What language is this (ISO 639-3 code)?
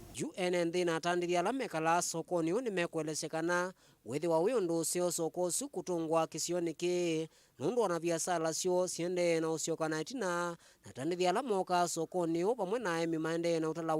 kam